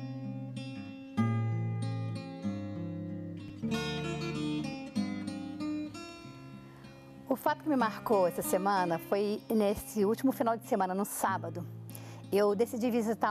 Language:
Portuguese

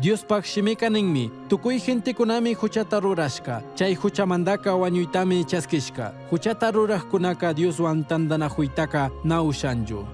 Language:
Chimborazo Highland Quichua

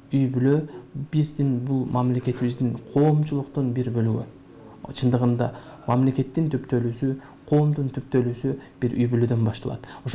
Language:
Kyrgyz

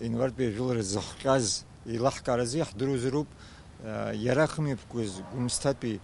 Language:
Abkhazian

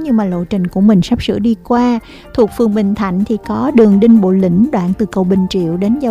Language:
Vietnamese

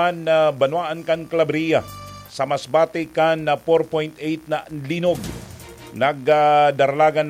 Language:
Bikol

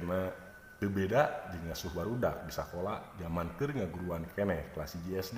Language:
Sundanese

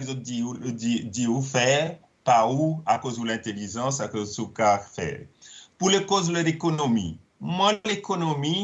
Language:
Seselwa Creole French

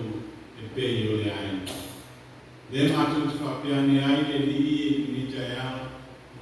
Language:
Samoan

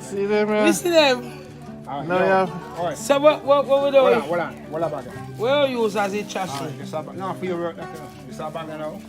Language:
Jamaican Creole English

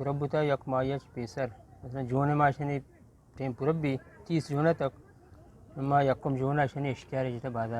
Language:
Eastern Balochi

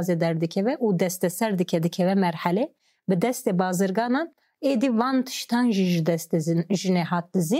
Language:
Kurdish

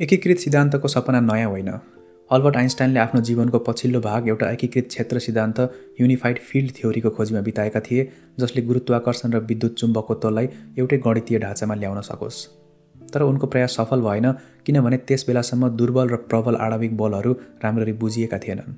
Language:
Nepali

